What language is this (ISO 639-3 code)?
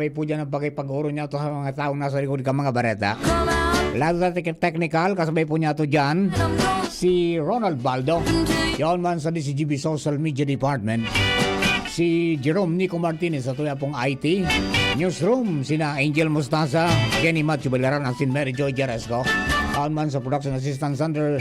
bik